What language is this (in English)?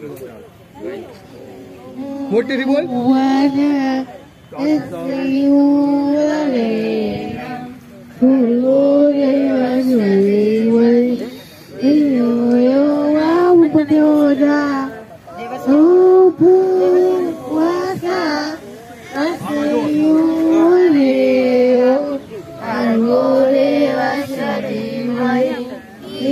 Gujarati